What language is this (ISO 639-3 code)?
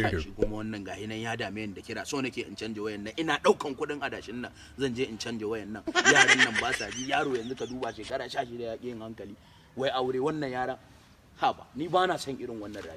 hau